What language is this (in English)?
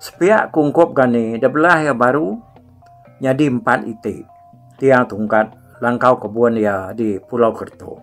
Iban